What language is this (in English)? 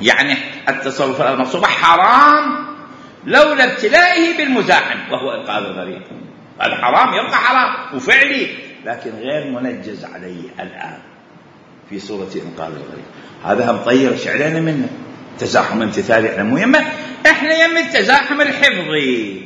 Mesopotamian Arabic